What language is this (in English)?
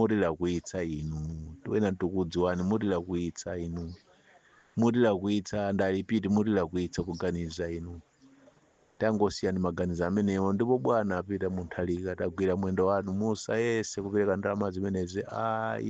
Nyanja